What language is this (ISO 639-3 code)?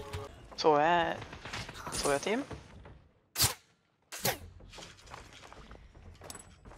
nor